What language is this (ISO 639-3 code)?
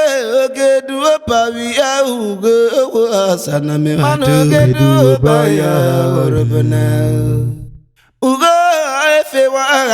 urh